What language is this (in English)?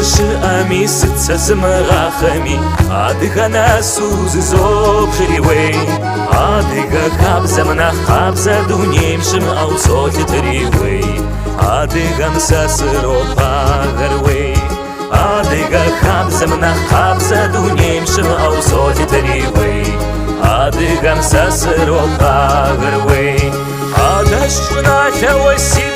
Kabardian